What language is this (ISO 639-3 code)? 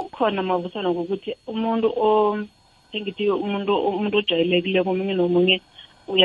nbl